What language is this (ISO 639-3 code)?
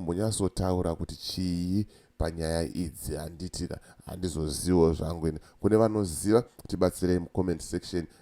sna